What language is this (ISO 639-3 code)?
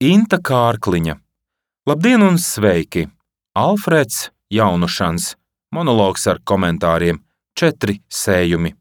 lav